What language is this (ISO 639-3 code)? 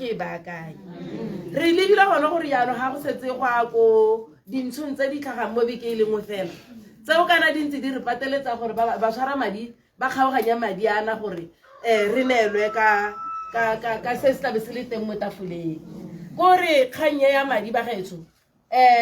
tsn